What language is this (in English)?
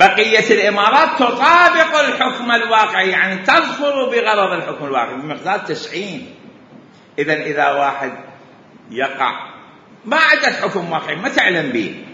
Mesopotamian Arabic